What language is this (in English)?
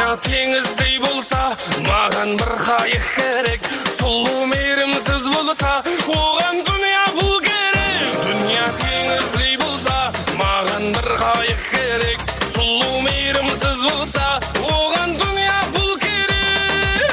Kara-Kalpak